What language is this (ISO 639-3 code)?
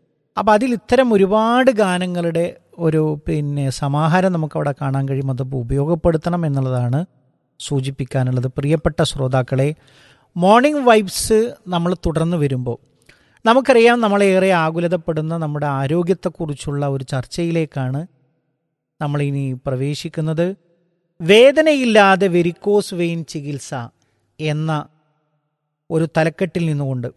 mal